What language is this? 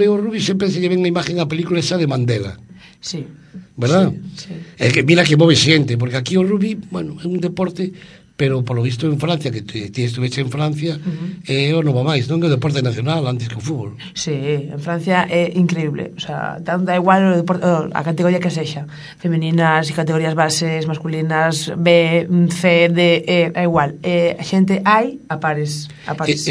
Galician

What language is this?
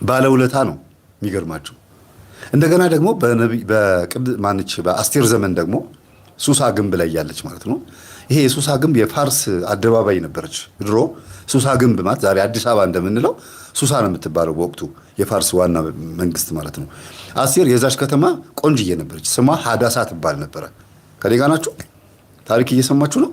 Amharic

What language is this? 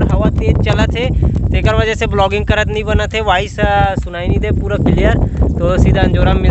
Chhattisgarhi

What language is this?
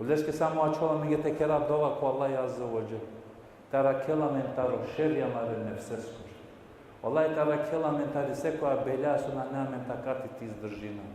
Balkan Romani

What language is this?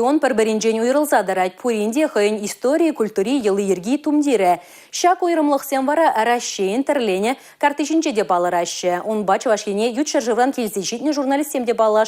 Chuvash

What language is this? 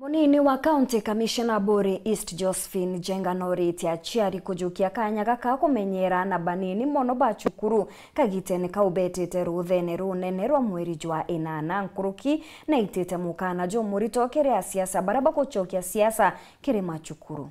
Meru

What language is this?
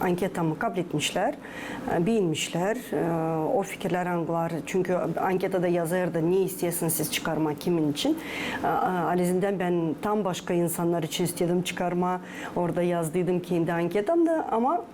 Gagauz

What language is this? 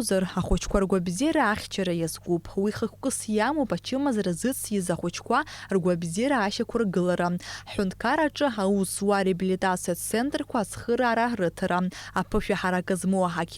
Abkhazian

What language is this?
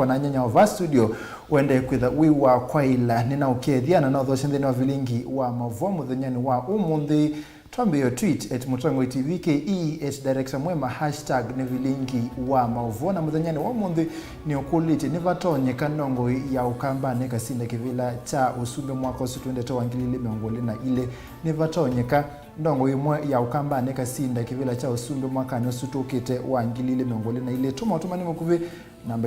Kamba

